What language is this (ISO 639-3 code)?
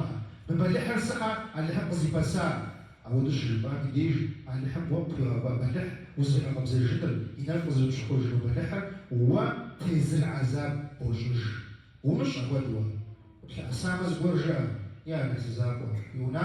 kbd